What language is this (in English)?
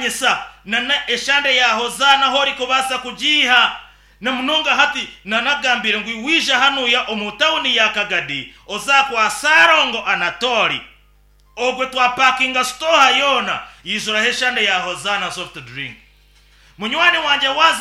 Nyankole